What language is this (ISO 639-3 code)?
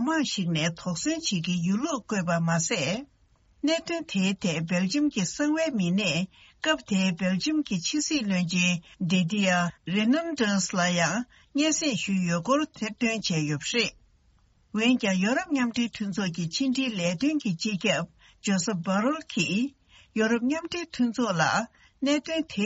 bod